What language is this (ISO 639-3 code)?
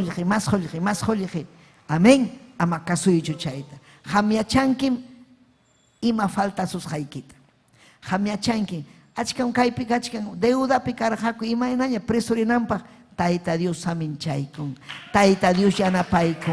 quy